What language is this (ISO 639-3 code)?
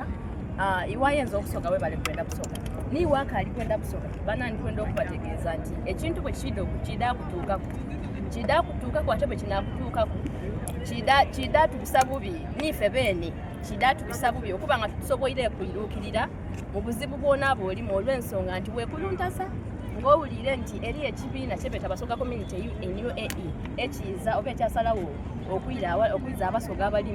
xog